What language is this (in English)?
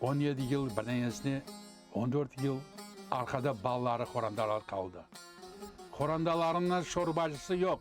Crimean Tatar